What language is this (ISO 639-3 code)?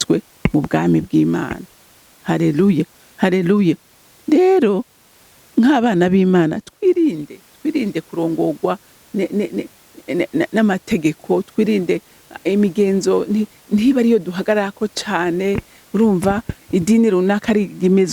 run